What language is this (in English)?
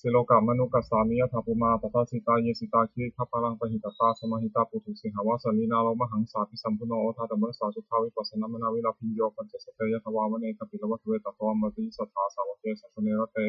Pali